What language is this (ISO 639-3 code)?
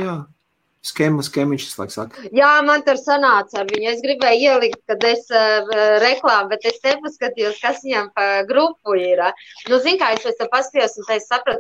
lav